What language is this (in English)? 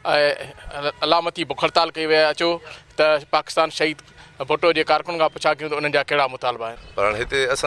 Sindhi